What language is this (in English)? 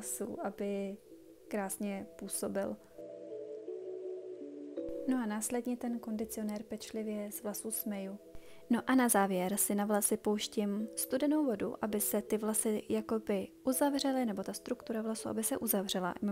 Czech